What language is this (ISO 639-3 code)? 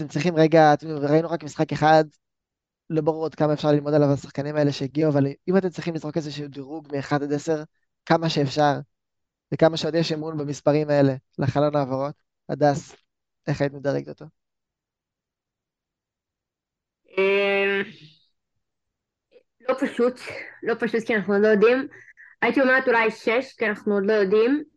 heb